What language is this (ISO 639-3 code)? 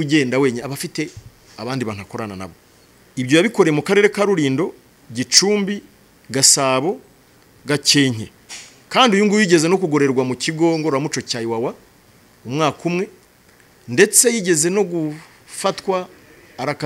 kin